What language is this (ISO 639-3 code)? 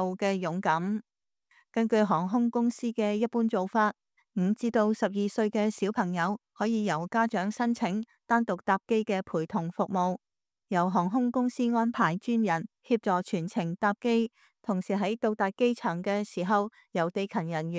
yue